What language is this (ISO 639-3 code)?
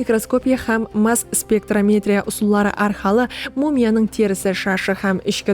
kaa